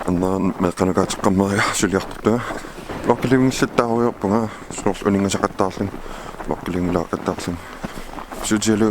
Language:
Kalaallisut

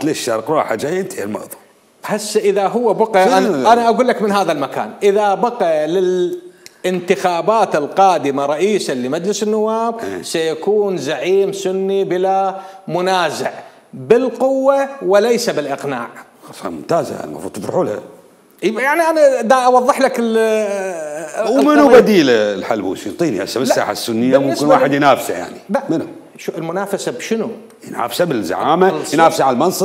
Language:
Mesopotamian Arabic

